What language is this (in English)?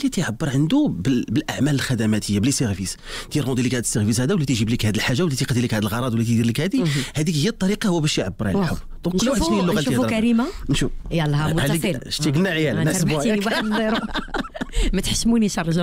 Moroccan Arabic